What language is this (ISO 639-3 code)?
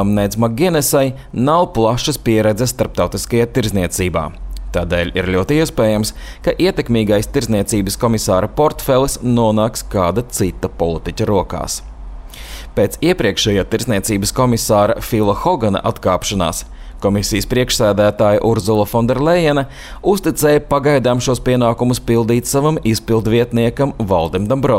lav